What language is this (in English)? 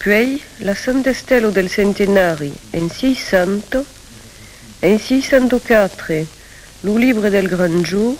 Occitan